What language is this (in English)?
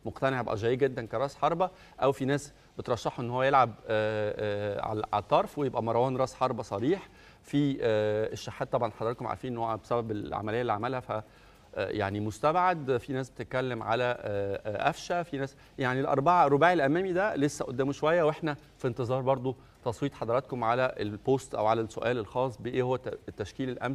Egyptian Arabic